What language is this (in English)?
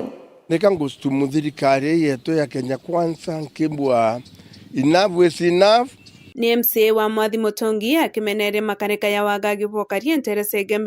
Meru